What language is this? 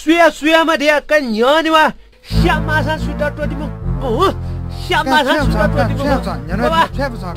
Newari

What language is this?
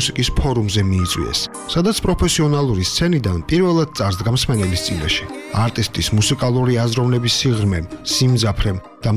Georgian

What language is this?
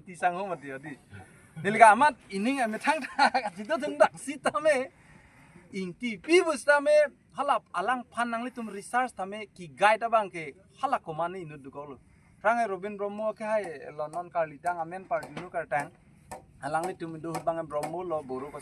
Karbi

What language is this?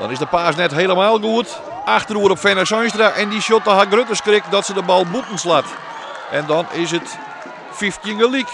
Western Frisian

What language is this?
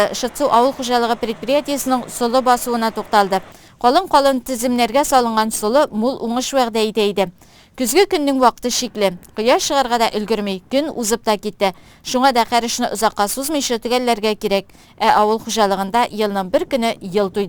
Tatar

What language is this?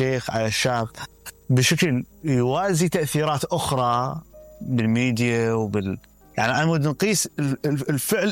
Mesopotamian Arabic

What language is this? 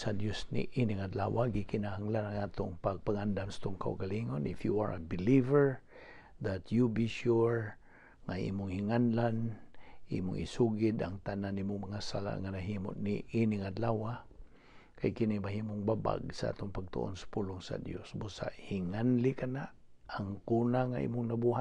Cebuano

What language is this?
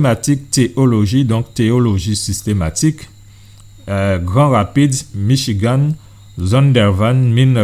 Guadeloupean Creole French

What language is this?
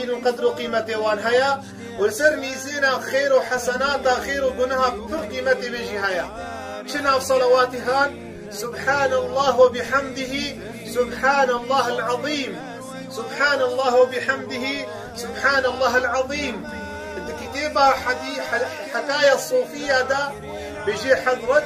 Kurdish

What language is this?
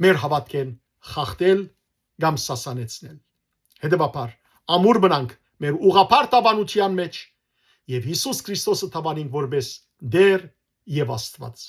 Western Armenian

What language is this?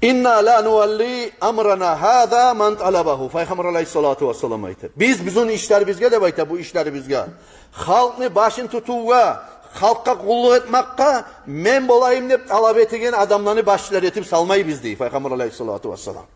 Kumyk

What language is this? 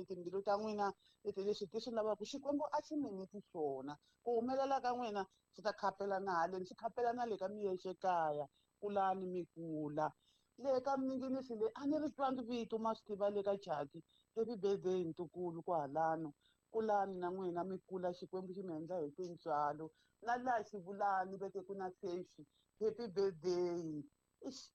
Tsonga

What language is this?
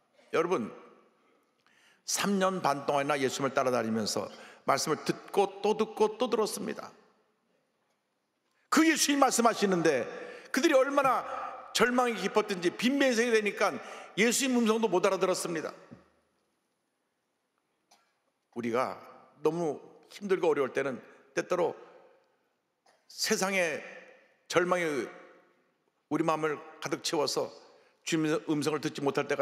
Korean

